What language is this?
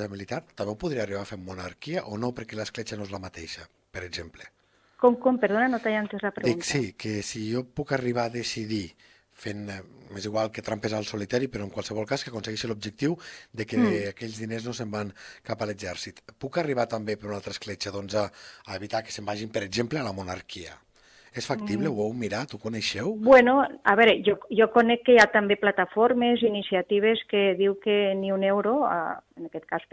Catalan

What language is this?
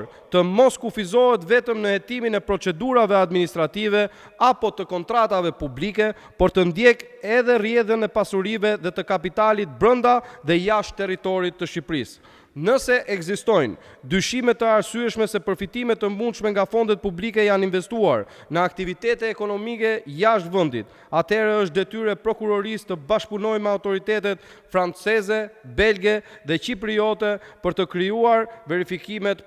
Albanian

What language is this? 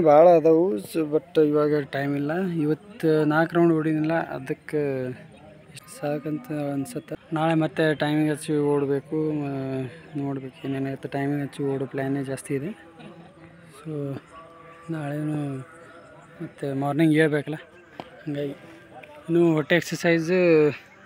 Kannada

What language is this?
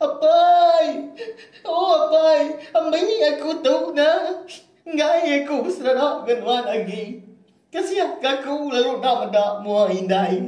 Iban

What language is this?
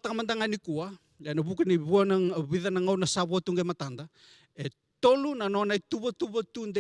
Fijian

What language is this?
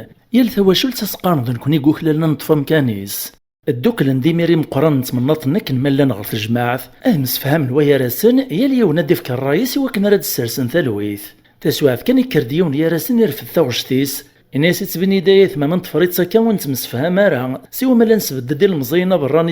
Kabyle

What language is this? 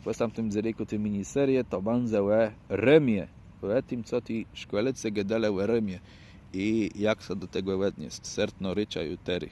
Kashubian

